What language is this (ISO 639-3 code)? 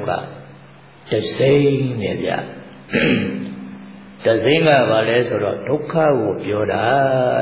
mya